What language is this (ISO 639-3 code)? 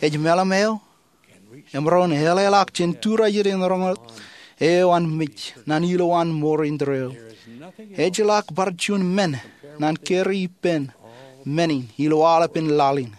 mah